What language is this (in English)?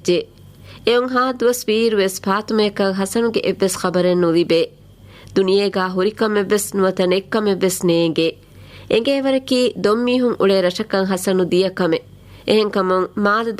Divehi